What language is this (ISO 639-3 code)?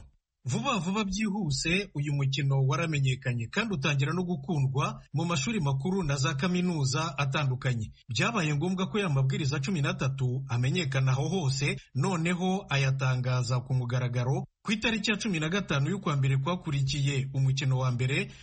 kin